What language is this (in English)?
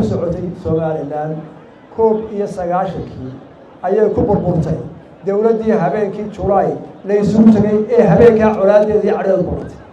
Somali